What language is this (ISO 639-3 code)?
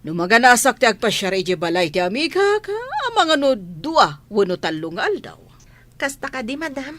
ilo